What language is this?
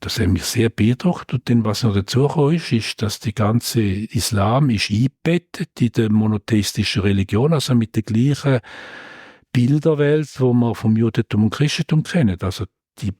Swiss German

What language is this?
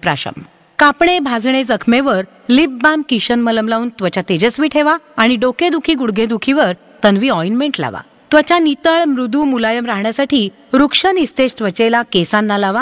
Marathi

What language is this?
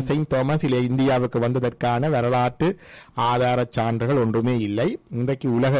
Tamil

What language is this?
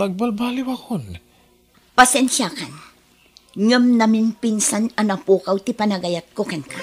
Iloko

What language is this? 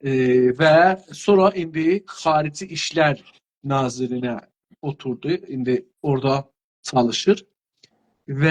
South Azerbaijani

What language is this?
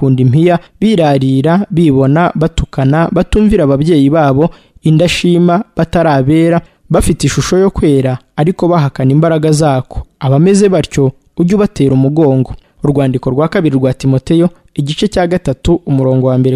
Kinyarwanda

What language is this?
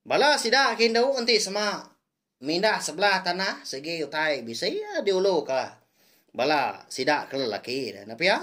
Iban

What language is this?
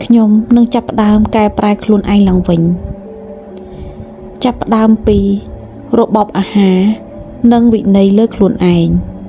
Khmer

